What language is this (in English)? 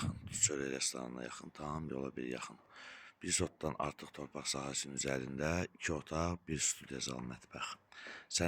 Azerbaijani